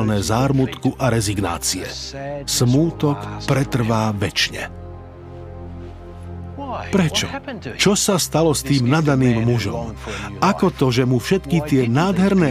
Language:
Slovak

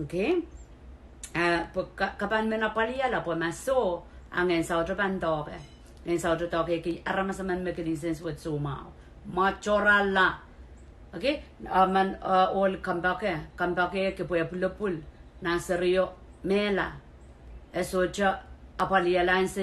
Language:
Pohnpeian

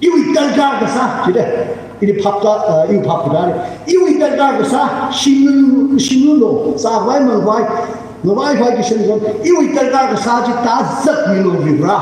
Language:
Tangkhul Naga (India)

